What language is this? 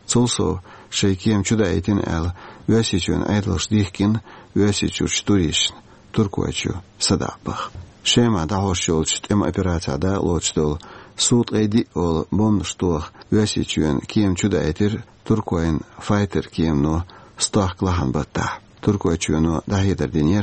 Chechen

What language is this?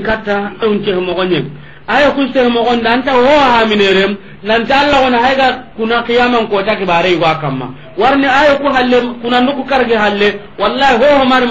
Soninke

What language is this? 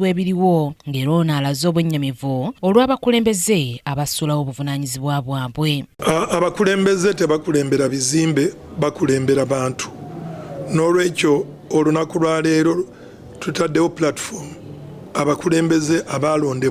Ganda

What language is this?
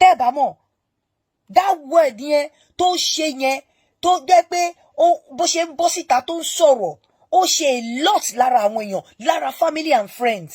Yoruba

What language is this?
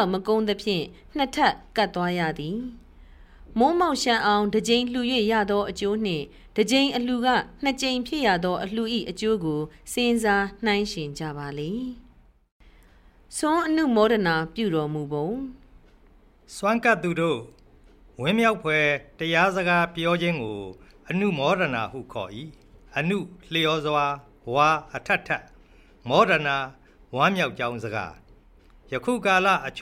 Burmese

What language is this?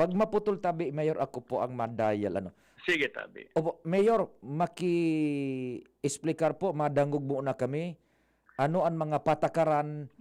Bikol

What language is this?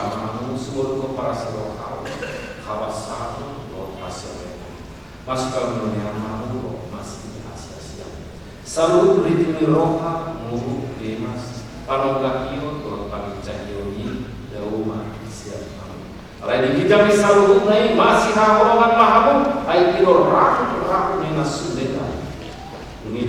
Batak Toba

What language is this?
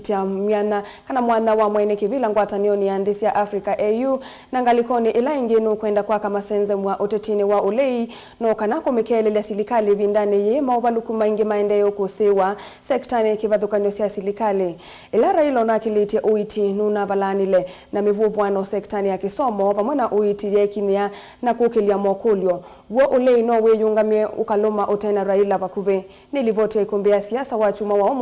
Kamba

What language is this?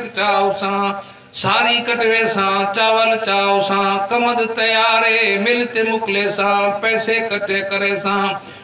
Saraiki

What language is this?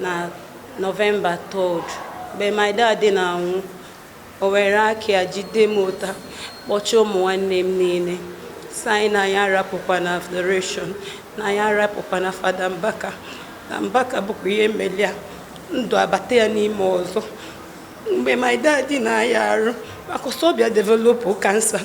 Igbo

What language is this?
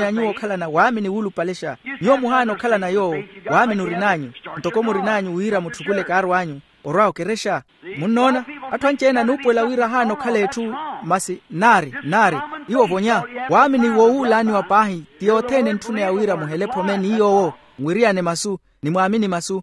Makhuwa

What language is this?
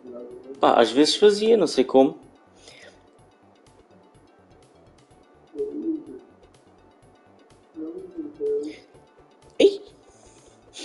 Portuguese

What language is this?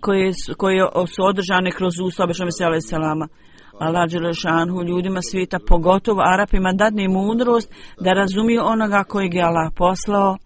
Bosnian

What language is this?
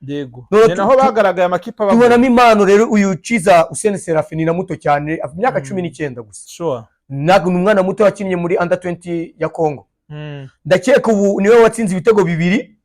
Kinyarwanda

